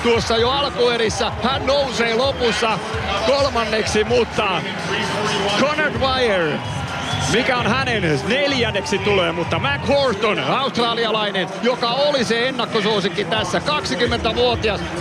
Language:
Finnish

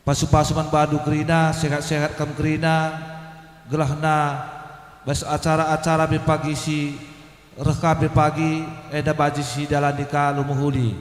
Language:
Batak Karo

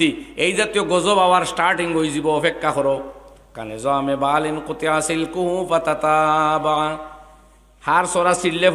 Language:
Sylheti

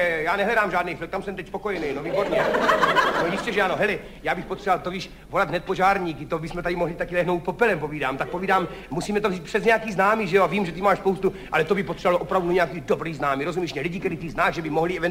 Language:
Czech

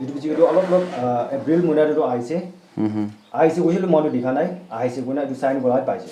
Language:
Naga Pidgin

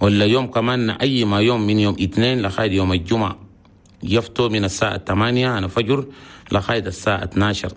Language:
Chadian Arabic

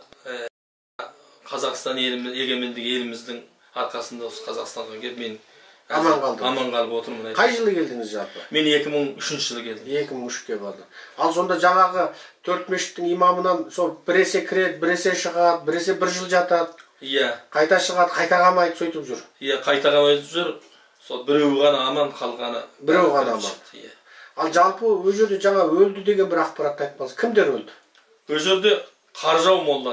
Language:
Kazakh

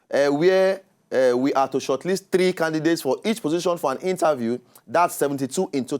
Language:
Nigerian Pidgin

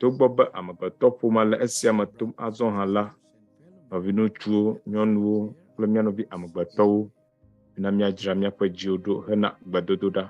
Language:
Ewe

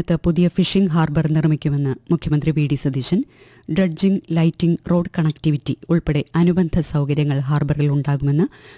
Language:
Malayalam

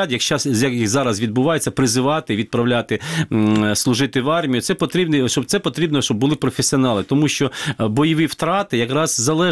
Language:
Ukrainian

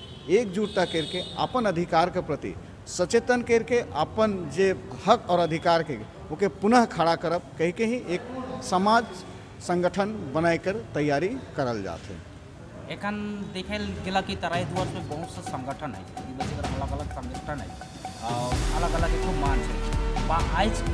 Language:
Sadri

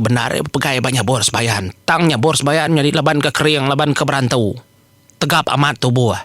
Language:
Iban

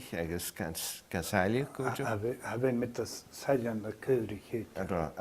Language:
Scottish Gaelic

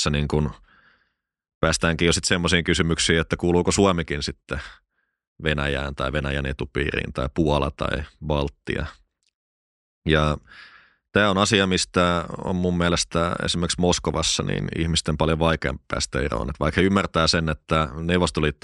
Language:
Finnish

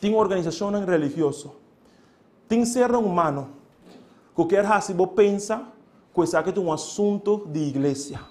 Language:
Papiamento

